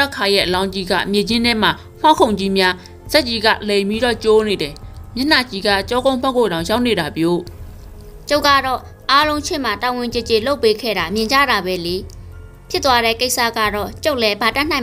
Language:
Burmese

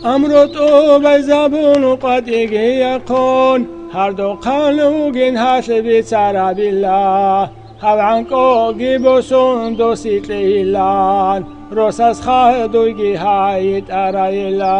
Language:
Avaric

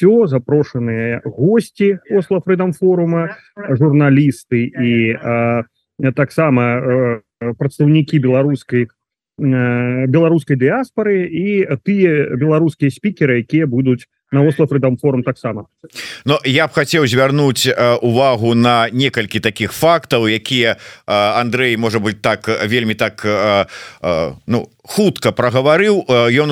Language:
Belarusian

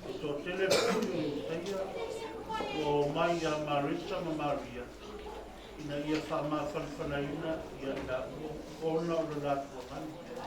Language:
Samoan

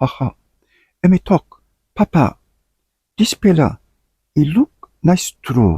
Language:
Tok Pisin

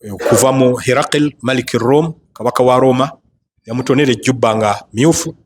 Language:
Ganda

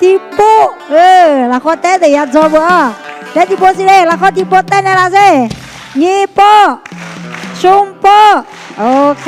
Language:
Akha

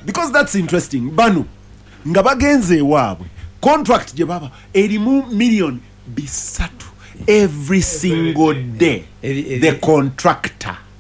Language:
Ganda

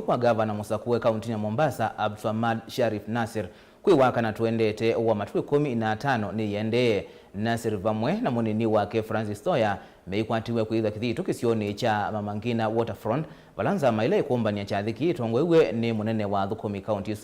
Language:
Kamba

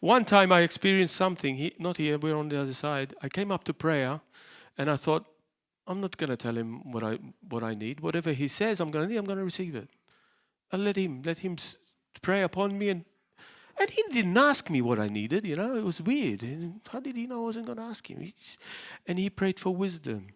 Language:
English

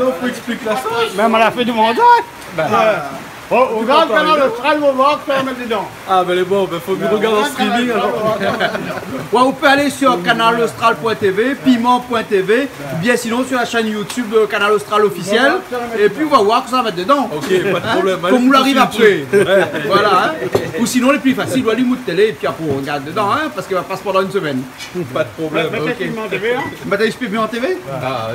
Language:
Réunion Creole French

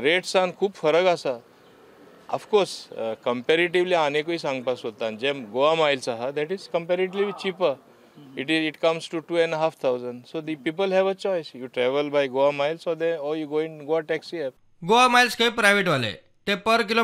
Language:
Konkani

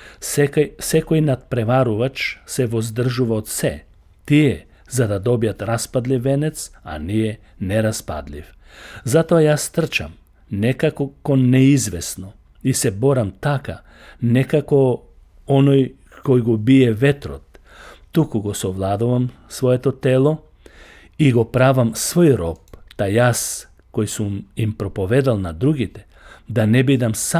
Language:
Macedonian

